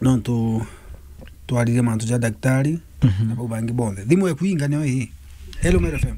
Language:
Meru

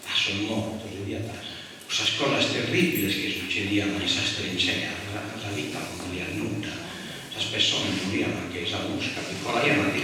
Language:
Sardinian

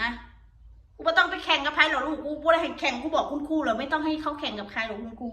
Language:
Northeastern Thai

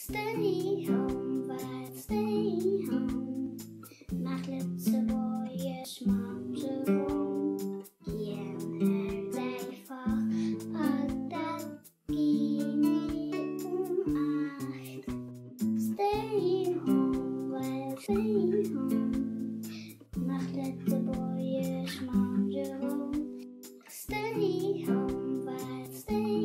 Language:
Luxembourgish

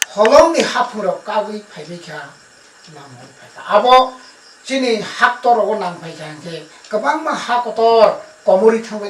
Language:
Kok Borok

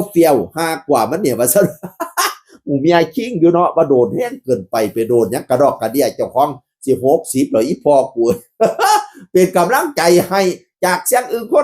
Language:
Northeastern Thai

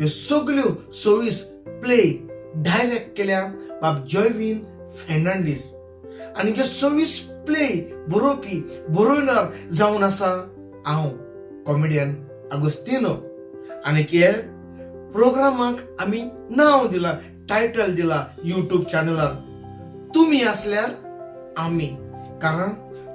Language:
Konkani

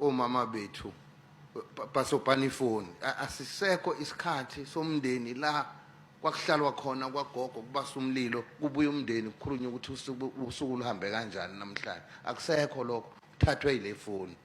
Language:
Zulu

